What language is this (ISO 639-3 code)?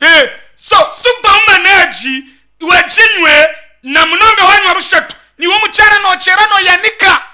nyn